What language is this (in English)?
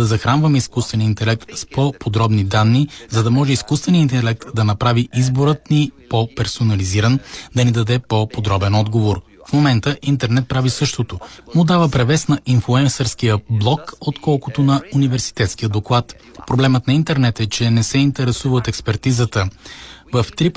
Bulgarian